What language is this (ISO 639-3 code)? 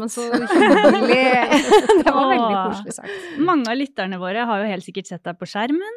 nor